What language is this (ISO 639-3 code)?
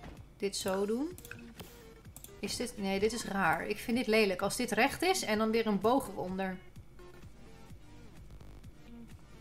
nld